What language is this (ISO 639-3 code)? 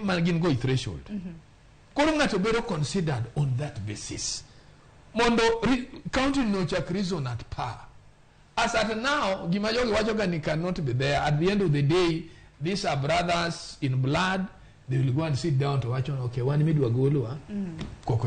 luo